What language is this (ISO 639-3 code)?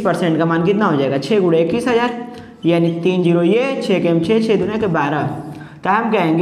hin